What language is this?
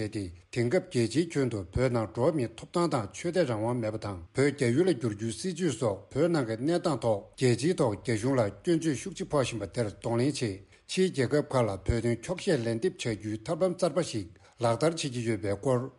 Tibetan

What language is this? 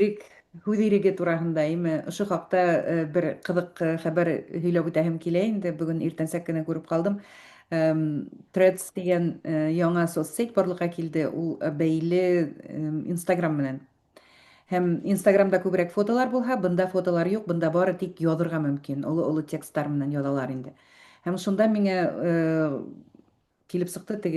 Bashkir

